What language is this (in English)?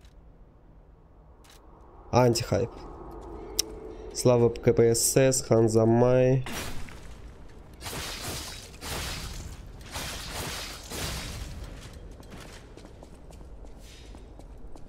Russian